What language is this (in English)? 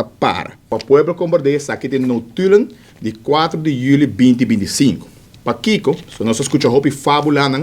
Papiamento